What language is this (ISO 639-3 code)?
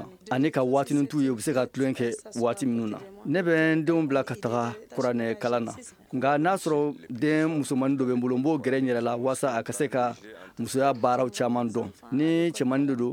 bam